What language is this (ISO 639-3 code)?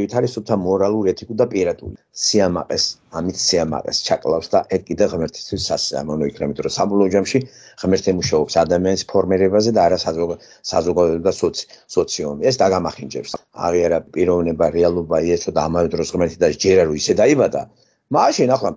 kat